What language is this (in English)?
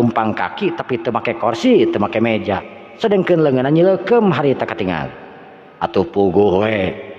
Sundanese